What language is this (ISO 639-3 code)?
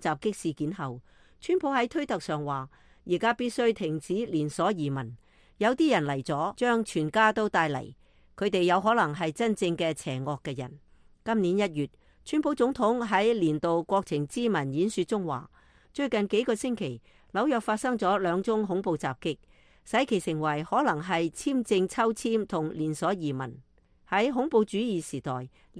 yue